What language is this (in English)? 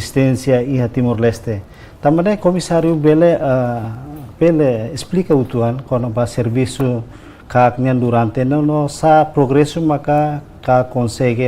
Tetum